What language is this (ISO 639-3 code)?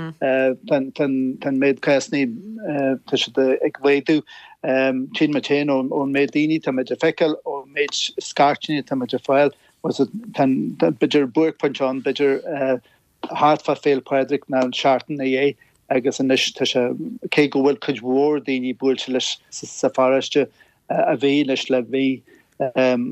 gle